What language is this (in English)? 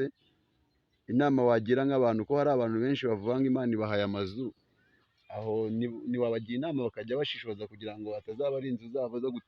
Kinyarwanda